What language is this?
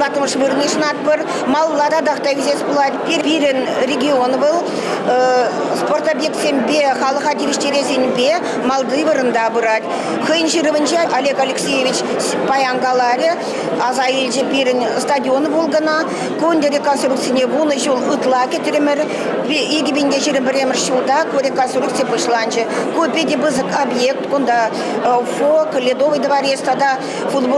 Chuvash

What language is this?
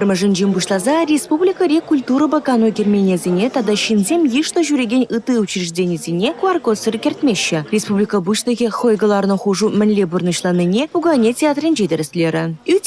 Chuvash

